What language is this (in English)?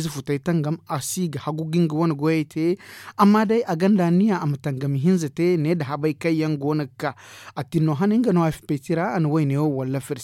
Zarma